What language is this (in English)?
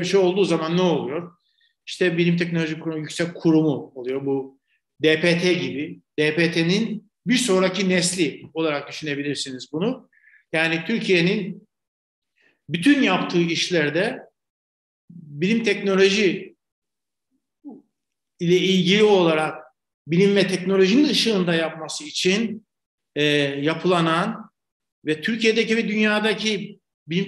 Turkish